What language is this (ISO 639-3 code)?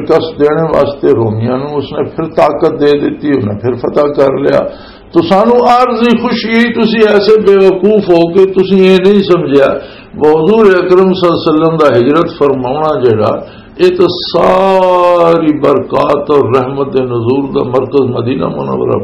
lah